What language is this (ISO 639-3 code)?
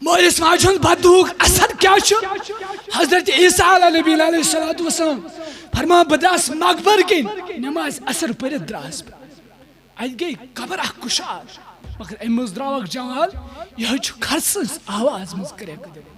kas